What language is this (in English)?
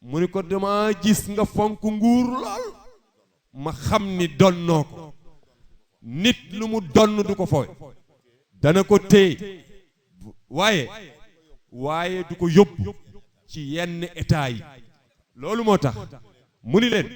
Wolof